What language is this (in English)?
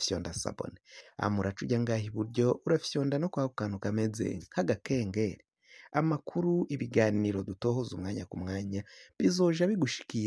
Rundi